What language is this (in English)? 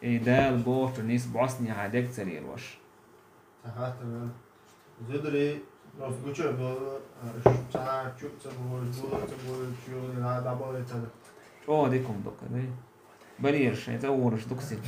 Chechen